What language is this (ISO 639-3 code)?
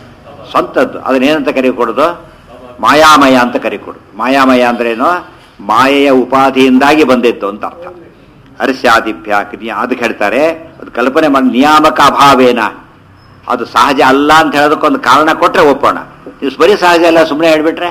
kan